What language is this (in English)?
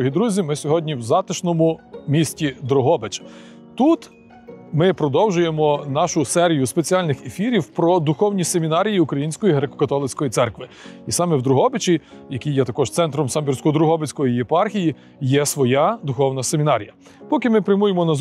Ukrainian